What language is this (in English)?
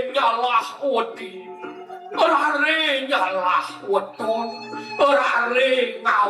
Balinese